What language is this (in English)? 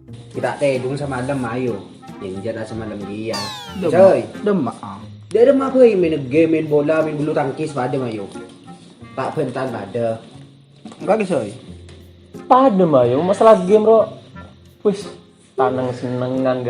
Madurese